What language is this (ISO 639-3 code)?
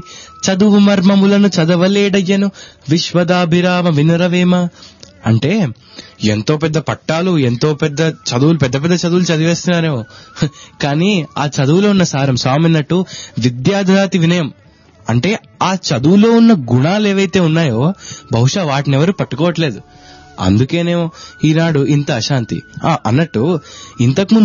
tel